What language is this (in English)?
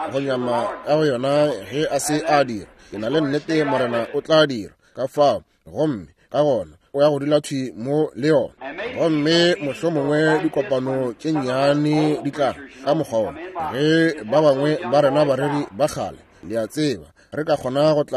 Northern Sotho